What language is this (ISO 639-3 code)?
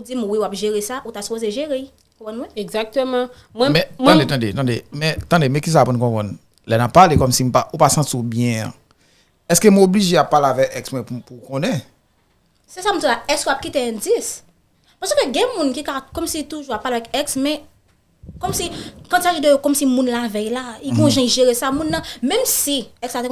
hat